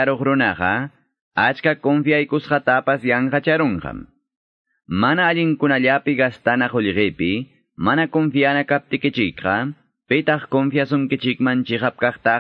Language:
Quechua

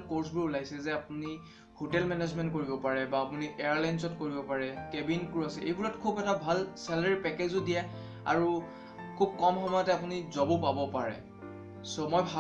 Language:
Assamese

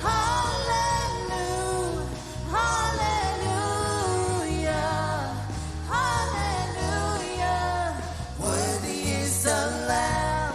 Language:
Marshallese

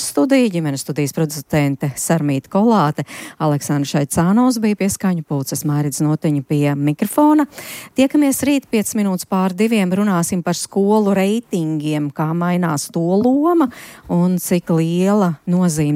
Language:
Latvian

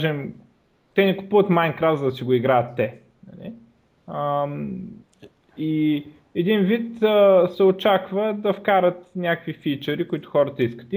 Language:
Bulgarian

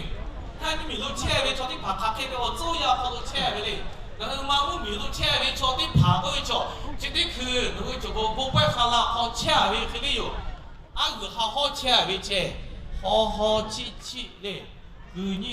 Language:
Lahu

